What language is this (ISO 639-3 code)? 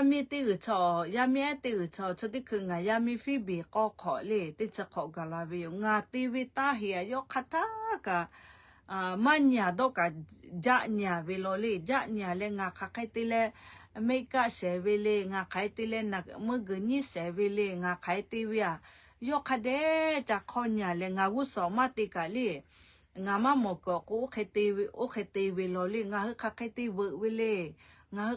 lhu